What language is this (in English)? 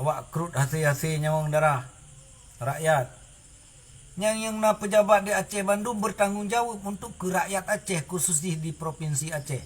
Achinese